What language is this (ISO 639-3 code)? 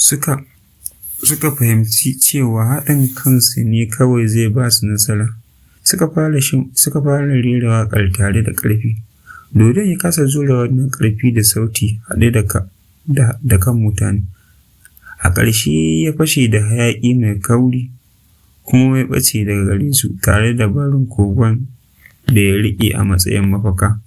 hau